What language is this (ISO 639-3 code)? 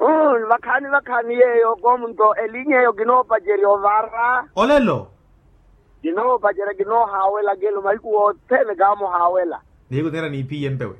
vmw